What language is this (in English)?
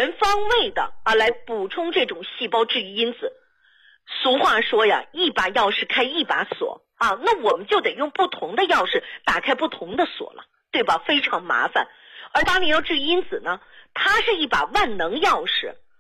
Chinese